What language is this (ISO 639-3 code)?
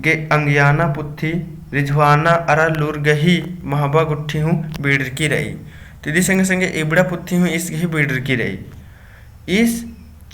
kru